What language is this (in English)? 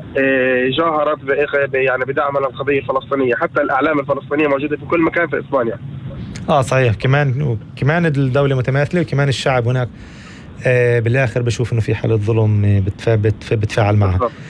North Levantine Arabic